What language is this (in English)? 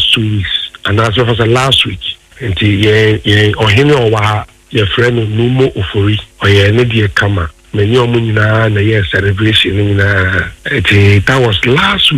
Akan